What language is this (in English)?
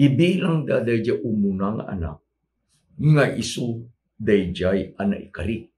Iloko